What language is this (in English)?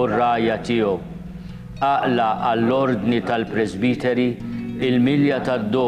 Maltese